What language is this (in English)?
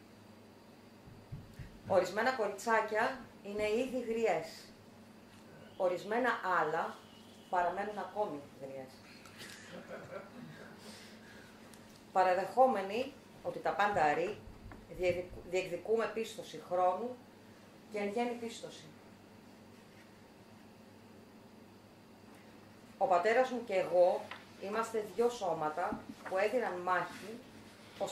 Greek